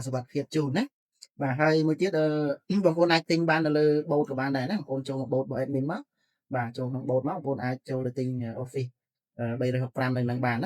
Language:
Khmer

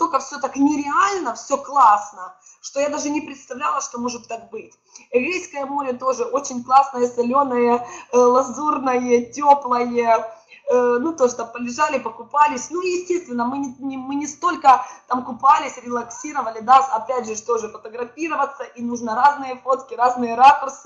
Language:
Russian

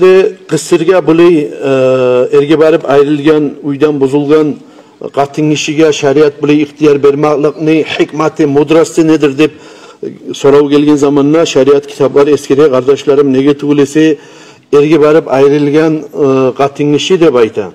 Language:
Kumyk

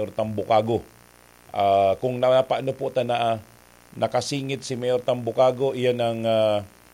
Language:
Bikol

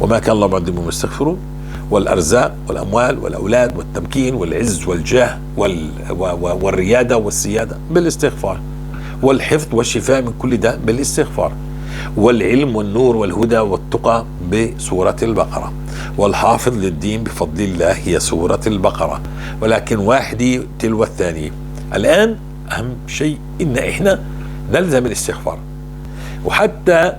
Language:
North Levantine Arabic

